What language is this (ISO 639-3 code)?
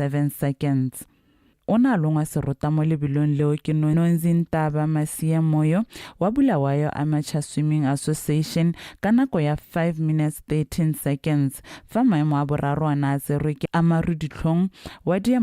tsn